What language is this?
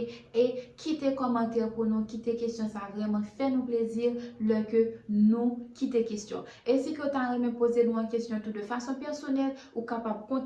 Haitian Creole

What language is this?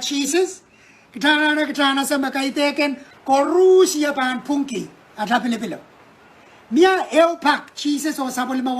Pohnpeian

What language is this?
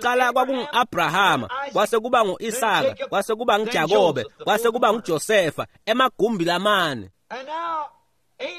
Swati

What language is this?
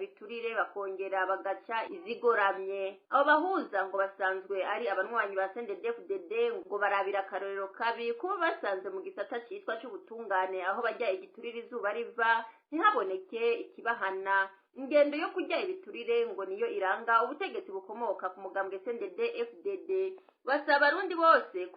Rundi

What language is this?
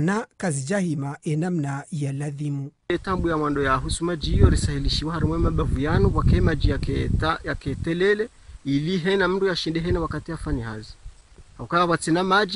Ngazidja Comorian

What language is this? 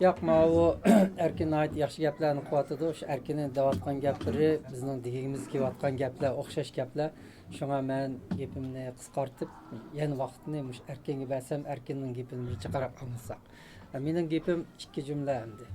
Uyghur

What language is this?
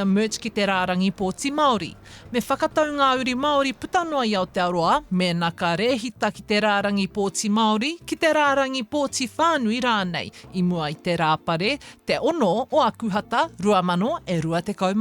Māori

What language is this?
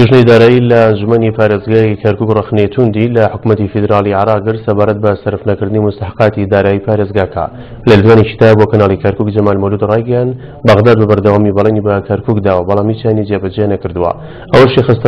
Central Kurdish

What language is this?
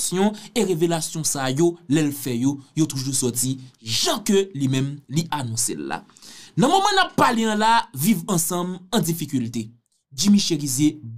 Haitian Creole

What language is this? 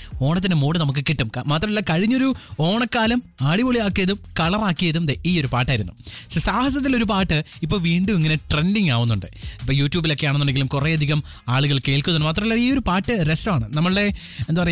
Malayalam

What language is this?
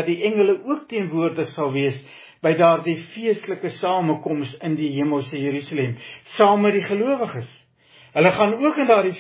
Afrikaans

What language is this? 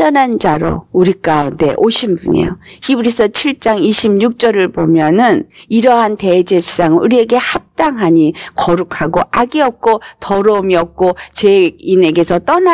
Korean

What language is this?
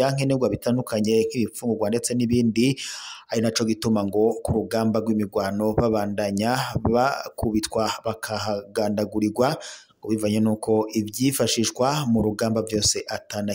Rundi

